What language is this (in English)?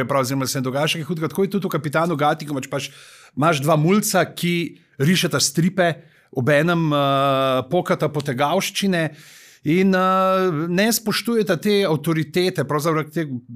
Slovenian